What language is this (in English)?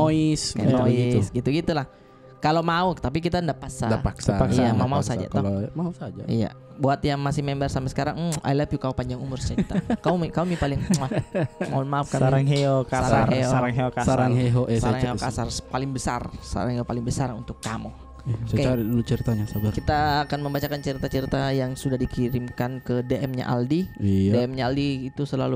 Makassar Malay